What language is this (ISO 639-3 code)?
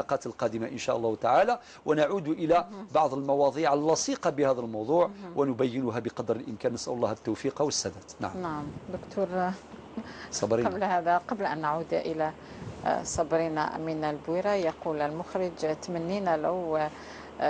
arq